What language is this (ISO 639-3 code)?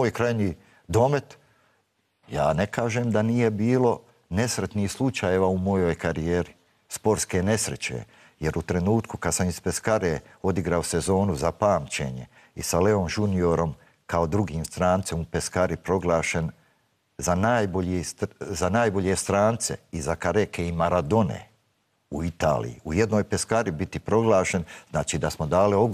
bos